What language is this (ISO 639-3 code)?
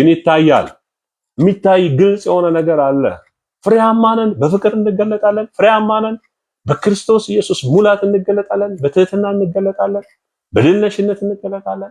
amh